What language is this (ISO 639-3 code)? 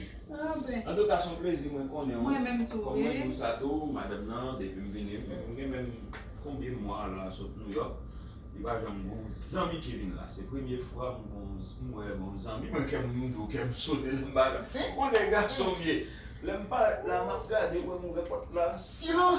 hat